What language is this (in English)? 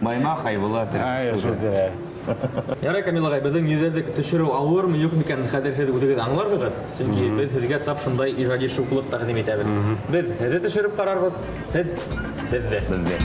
Bashkir